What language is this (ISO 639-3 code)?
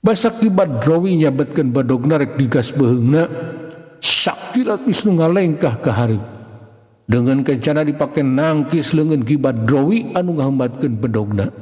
sun